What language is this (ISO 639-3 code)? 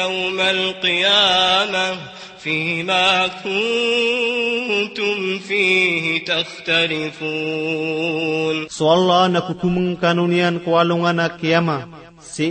mrw